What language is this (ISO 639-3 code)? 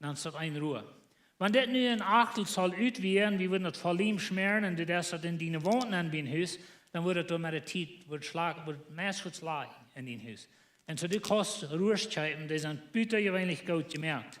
pdt